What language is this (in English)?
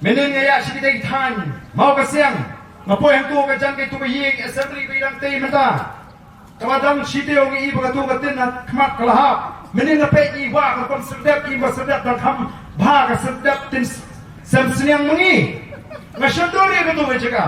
Khasi